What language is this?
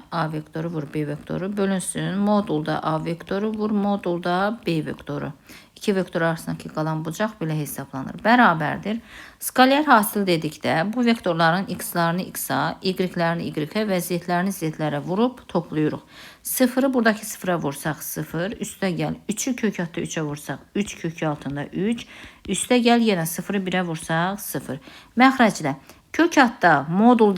Azerbaijani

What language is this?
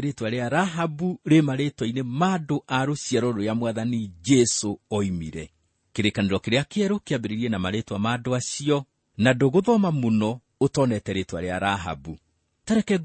Kikuyu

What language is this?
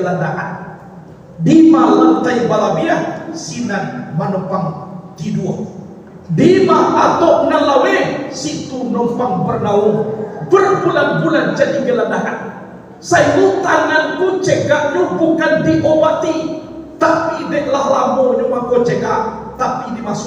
Minangkabau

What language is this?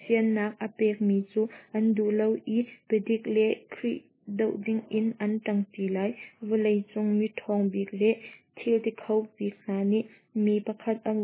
Hakha Chin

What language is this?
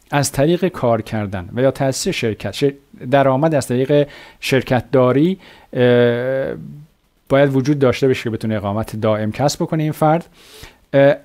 Persian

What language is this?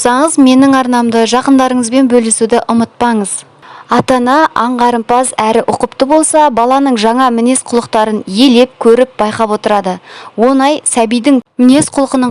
Kazakh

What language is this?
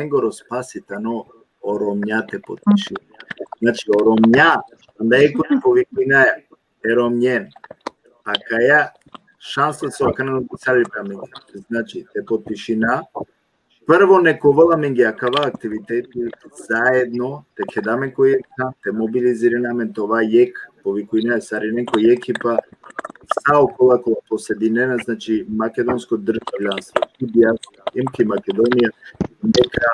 Balkan Romani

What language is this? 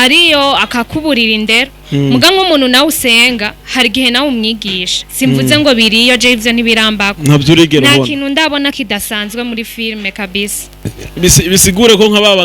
Rundi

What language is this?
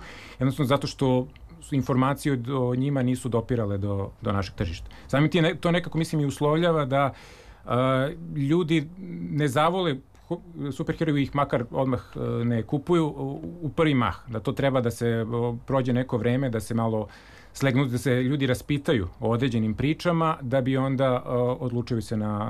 Serbian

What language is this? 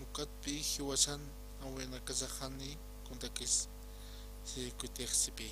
Aymara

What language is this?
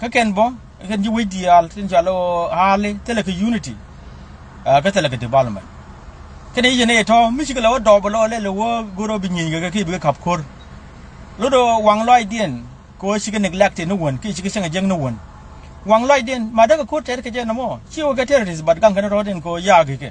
Nuer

